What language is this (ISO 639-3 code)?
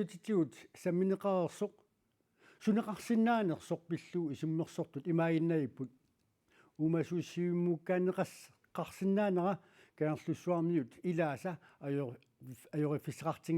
kal